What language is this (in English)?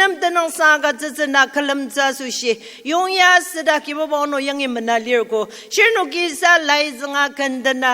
Ao Naga